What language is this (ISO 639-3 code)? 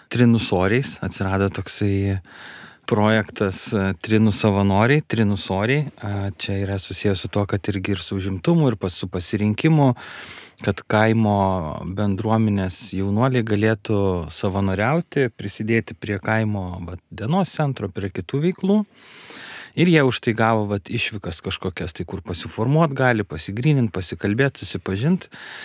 lit